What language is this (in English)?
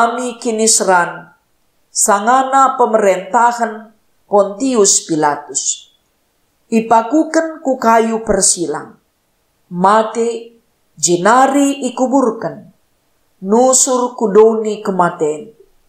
Batak Karo